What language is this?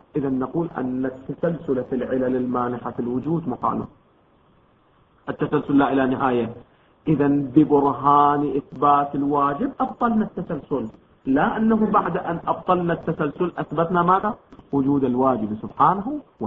Arabic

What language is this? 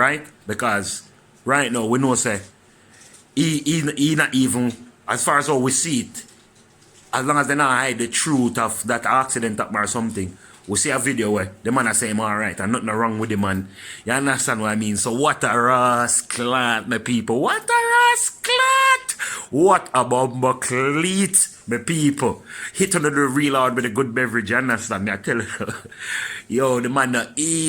Jamaican Creole English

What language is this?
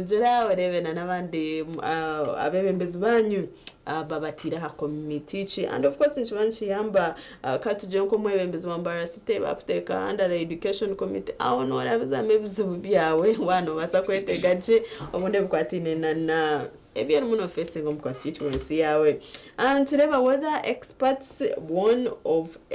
Nyankole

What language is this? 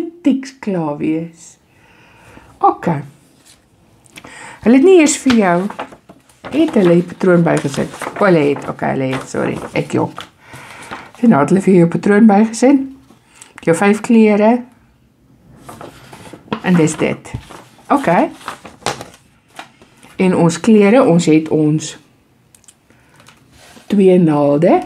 Afrikaans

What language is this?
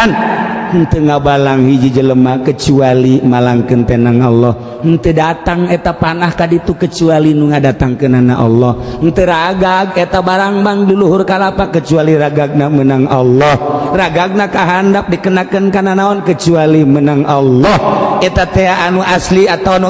Sundanese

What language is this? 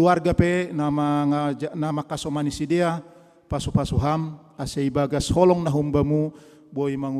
Batak Simalungun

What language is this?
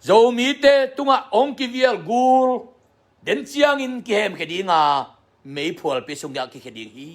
Tedim Chin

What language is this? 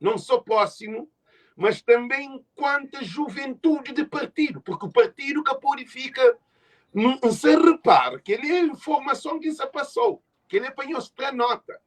Kabuverdianu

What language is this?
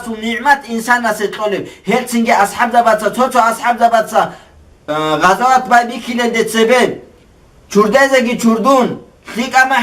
Avaric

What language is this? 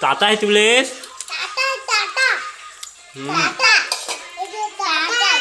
Chhattisgarhi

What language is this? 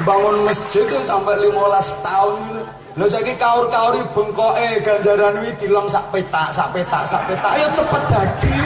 Javanese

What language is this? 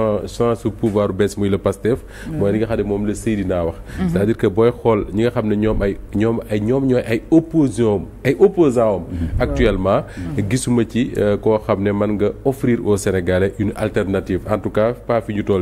Wolof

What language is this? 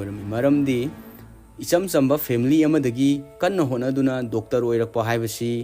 Manipuri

